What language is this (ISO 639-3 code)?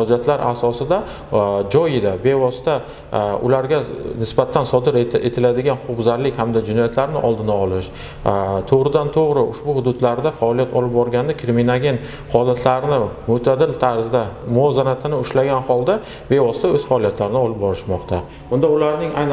uzb